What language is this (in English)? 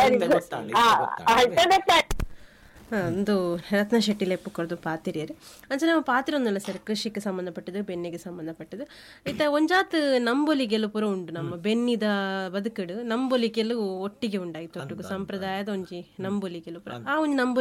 Tulu